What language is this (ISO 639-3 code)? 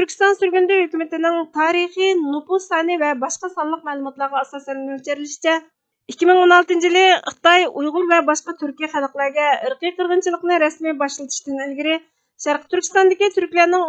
uig